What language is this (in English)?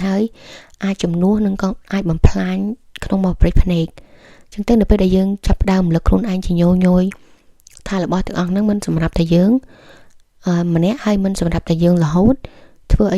Khmer